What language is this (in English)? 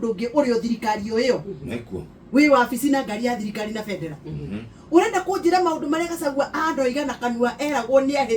Kikuyu